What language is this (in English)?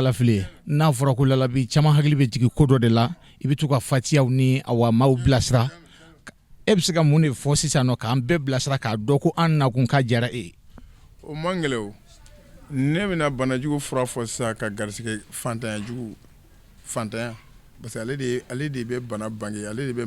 Bambara